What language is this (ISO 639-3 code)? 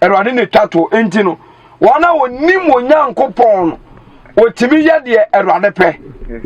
aka